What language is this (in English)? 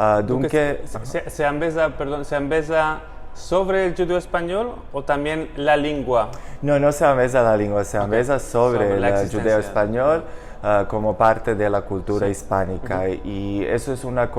Ladino